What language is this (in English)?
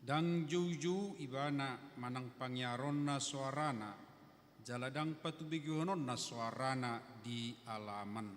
Batak Toba